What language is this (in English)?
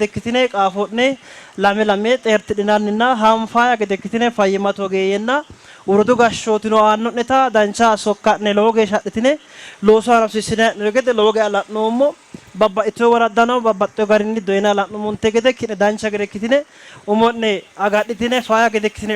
Sidamo